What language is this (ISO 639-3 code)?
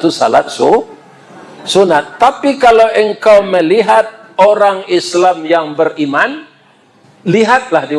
min